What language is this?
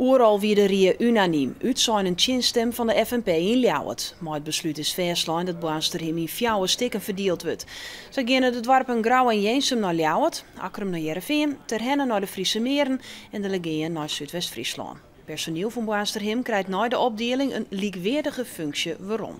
Western Frisian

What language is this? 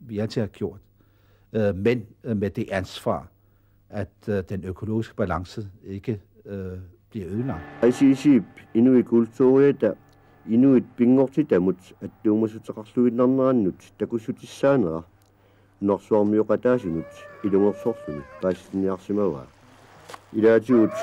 Kalaallisut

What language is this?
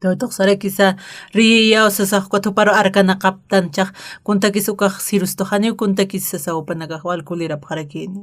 Aymara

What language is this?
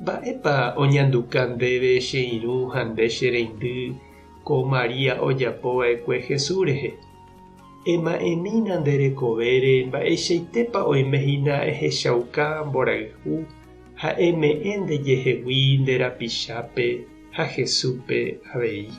Guarani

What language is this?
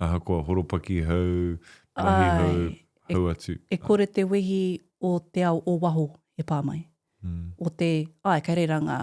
Māori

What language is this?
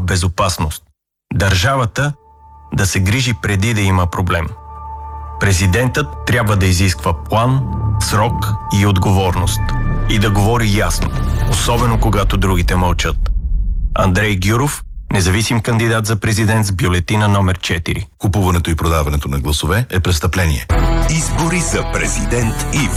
Bulgarian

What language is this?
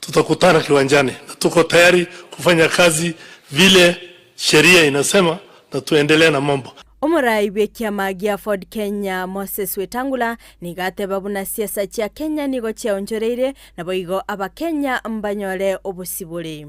Gusii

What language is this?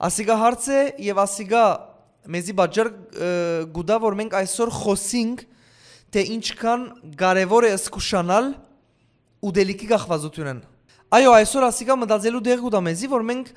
Western Armenian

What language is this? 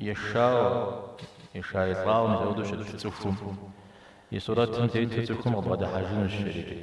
Kabardian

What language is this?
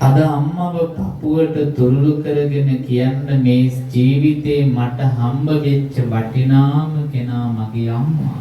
Sinhala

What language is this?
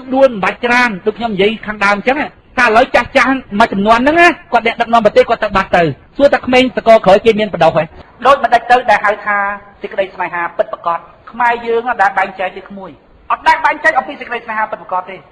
Khmer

